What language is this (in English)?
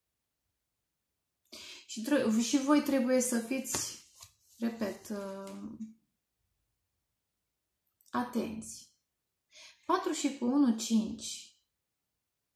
Romanian